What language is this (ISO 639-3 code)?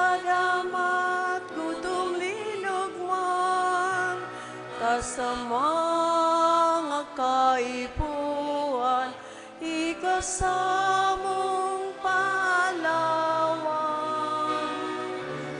bik